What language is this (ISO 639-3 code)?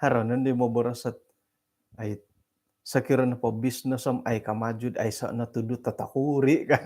dtp